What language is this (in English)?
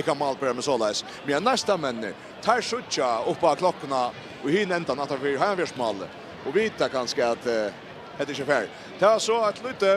Faroese